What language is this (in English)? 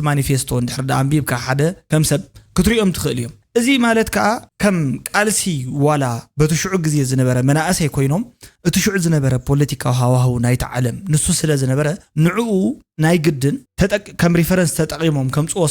Tigrinya